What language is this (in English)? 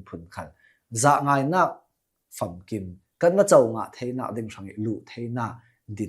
Hakha Chin